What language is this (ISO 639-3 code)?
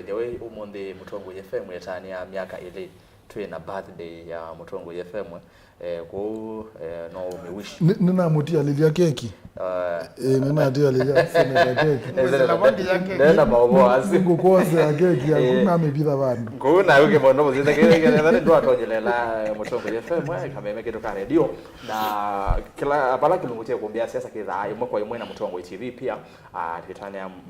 kam